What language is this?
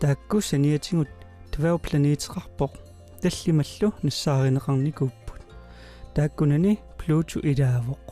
Kalaallisut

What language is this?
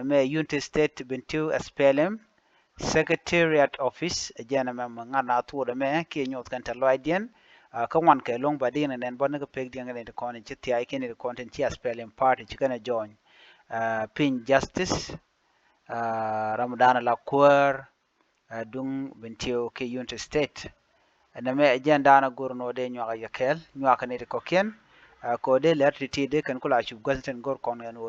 Nuer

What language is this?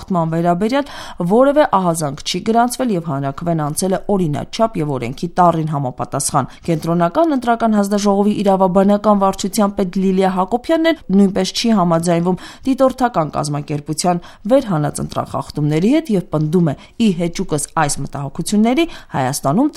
Armenian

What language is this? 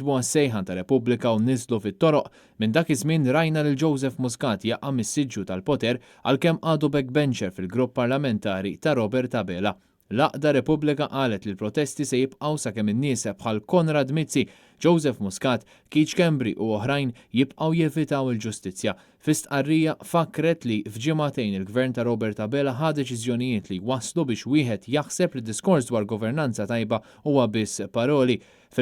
Maltese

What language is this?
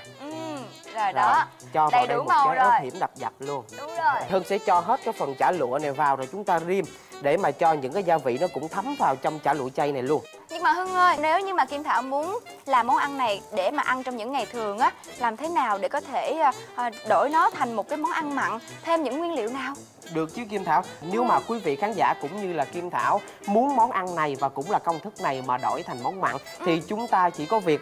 Vietnamese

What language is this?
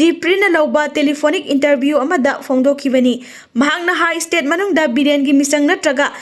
Manipuri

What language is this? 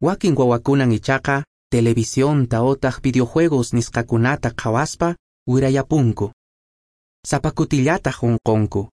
Quechua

